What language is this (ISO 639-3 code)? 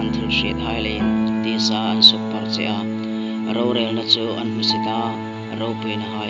hmr